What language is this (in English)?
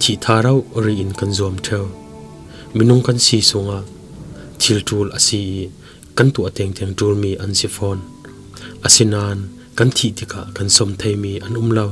Falam Chin